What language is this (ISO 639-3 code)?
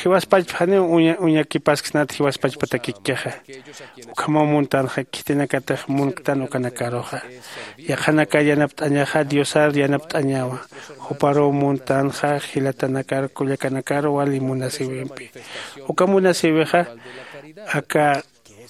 aym